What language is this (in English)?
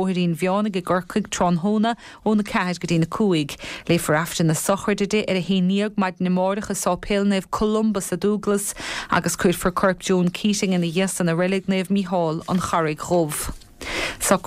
Irish